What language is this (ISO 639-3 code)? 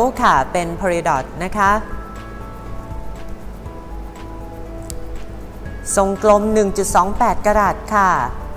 tha